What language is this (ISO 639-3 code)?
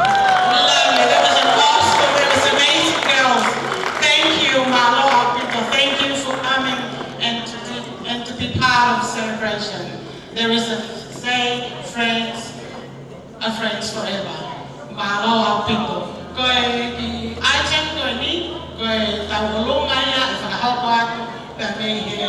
ton